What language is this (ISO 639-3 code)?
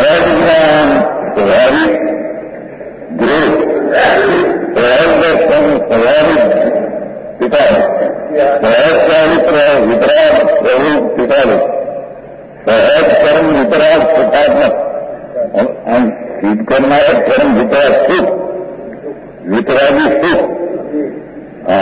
hin